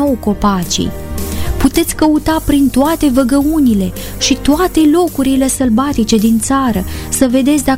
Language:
Romanian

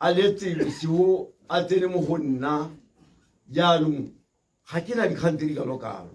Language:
Tswana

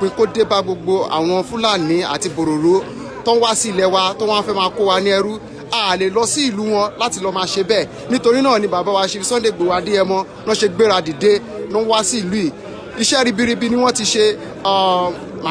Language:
Yoruba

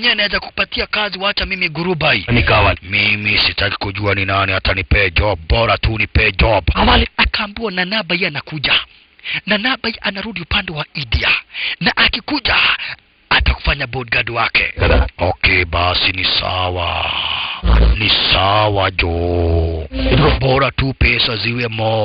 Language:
Swahili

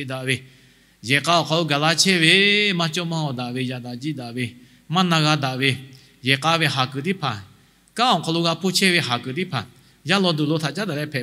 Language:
Lahu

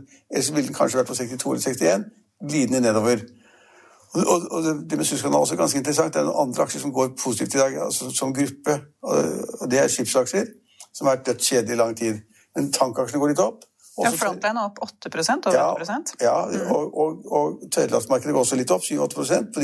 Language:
Norwegian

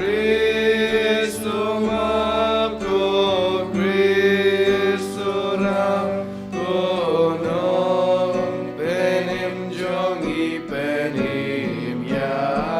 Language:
Khasi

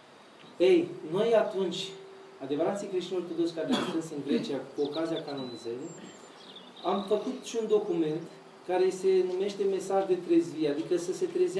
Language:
Romanian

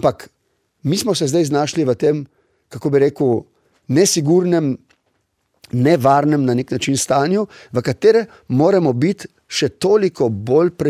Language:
Slovenian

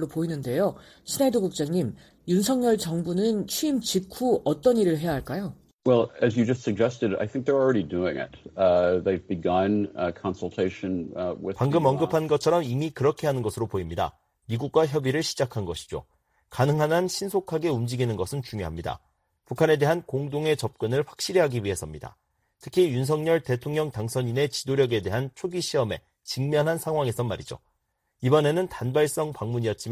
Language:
Korean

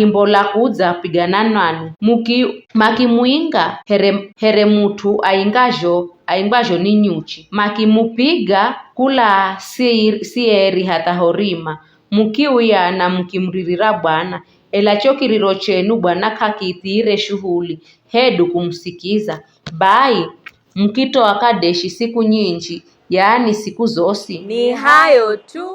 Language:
Giryama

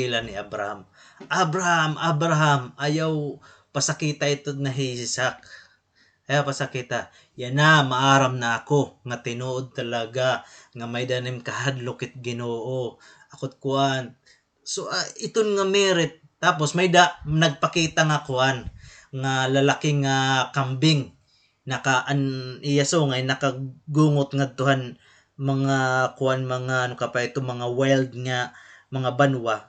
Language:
Waray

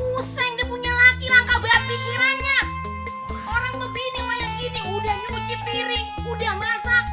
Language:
Betawi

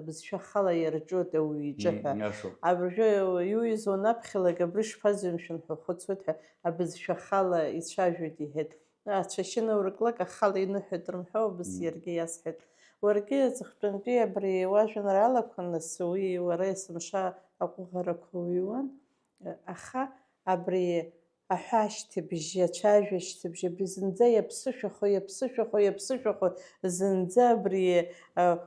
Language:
Abkhazian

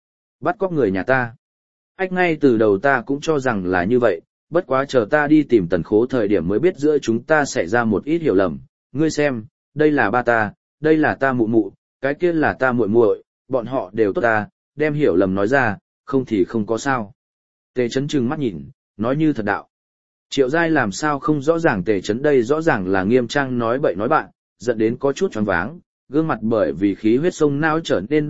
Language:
Vietnamese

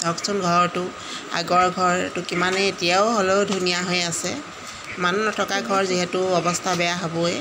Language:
Assamese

